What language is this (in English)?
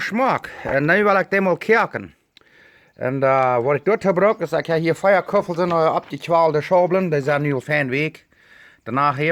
Plautdietsch